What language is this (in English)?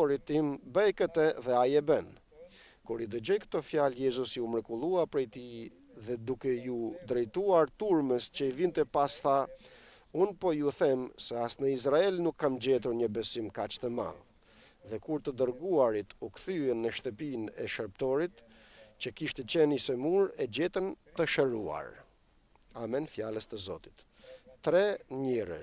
Albanian